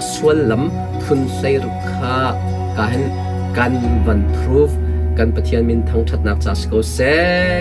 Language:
Hakha Chin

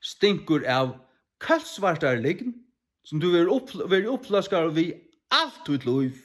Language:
Faroese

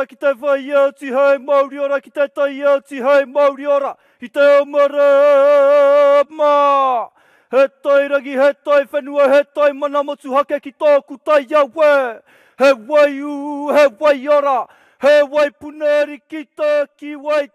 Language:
Māori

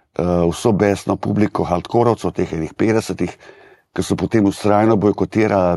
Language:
Slovenian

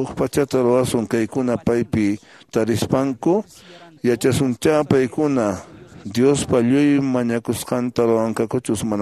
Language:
Quechua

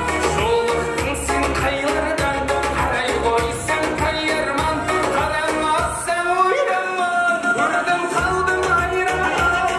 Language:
Kara-Kalpak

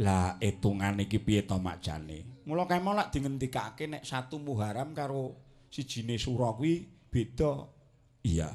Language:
Javanese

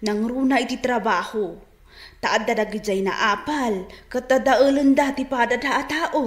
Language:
Iloko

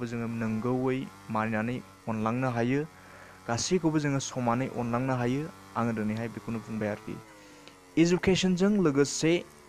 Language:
Bodo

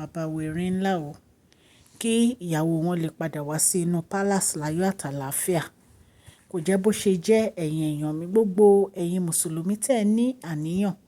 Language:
Yoruba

